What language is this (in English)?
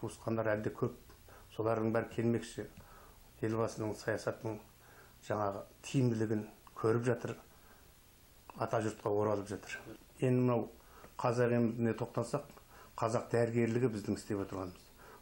Kazakh